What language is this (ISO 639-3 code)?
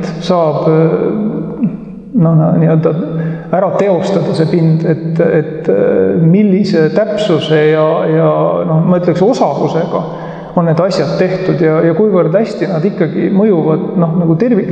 est